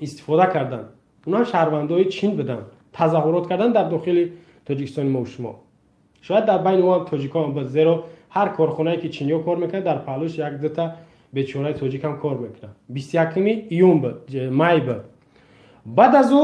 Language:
Tajik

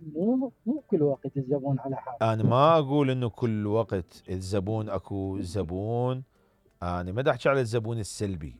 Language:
Mesopotamian Arabic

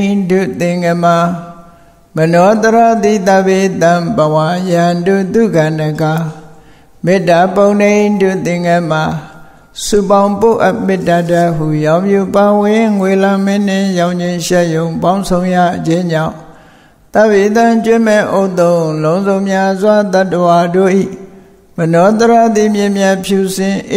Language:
Burmese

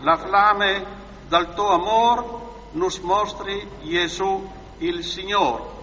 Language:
Friulian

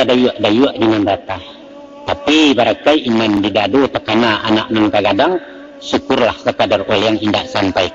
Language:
Minangkabau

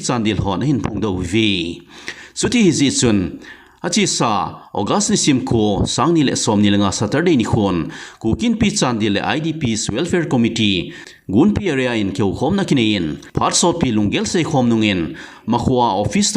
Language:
Thado Chin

